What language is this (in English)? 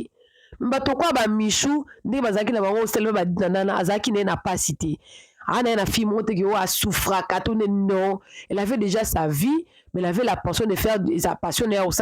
Lingala